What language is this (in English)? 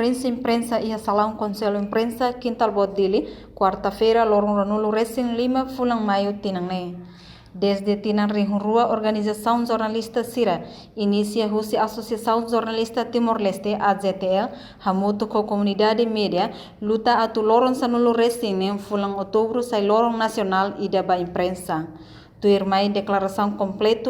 Tetum